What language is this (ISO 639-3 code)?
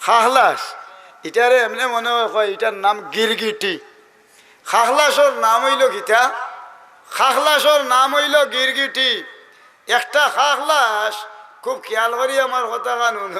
syl